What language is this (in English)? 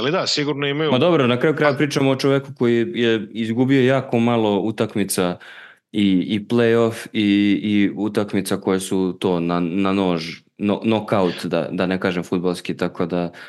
Serbian